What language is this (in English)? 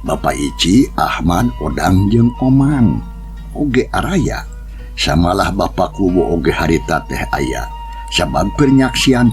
Sundanese